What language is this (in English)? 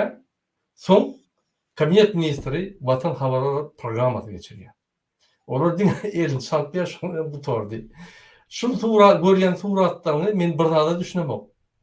Turkmen